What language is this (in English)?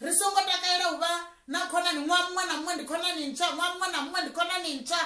Venda